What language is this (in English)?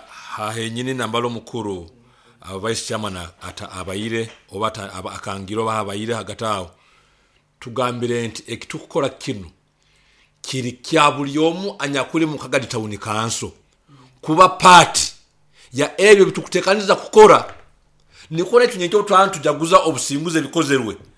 Nyoro